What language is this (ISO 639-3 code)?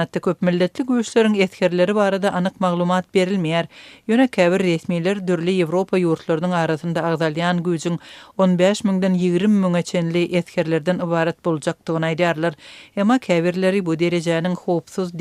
tuk